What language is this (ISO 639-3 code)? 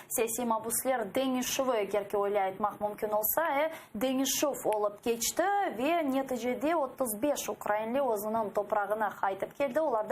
crh